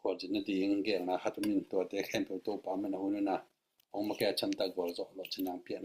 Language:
Tedim Chin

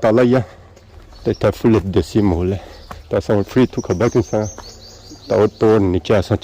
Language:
Pahari-Potwari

